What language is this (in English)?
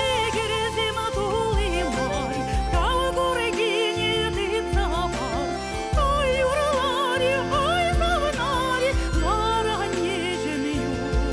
Chuvash